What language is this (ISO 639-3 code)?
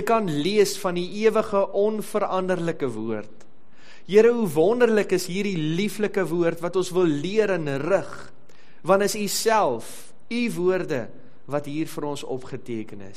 afr